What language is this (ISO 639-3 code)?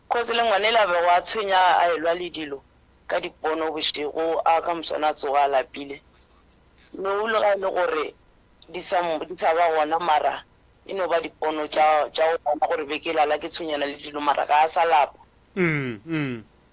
nso